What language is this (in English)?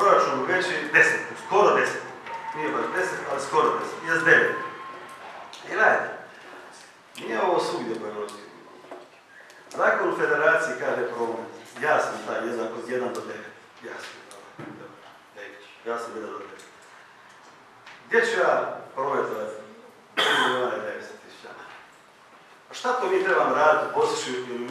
Croatian